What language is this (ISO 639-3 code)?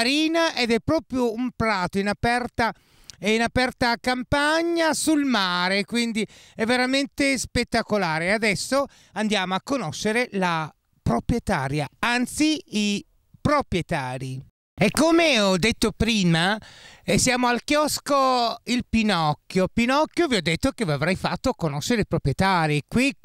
ita